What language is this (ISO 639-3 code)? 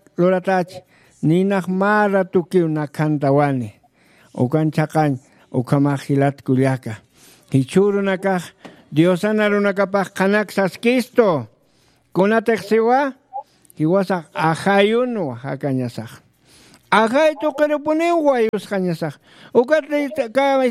aym